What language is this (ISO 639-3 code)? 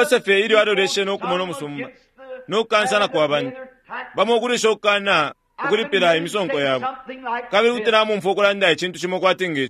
bem